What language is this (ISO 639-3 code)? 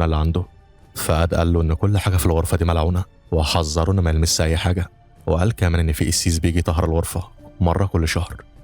arz